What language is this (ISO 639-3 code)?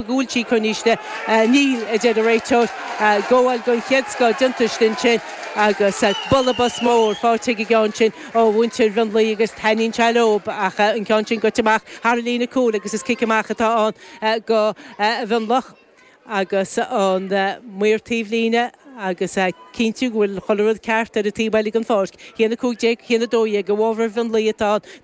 gle